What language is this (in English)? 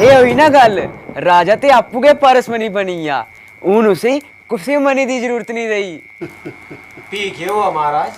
Dogri